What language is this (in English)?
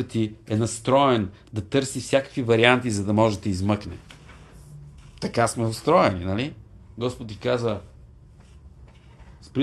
Bulgarian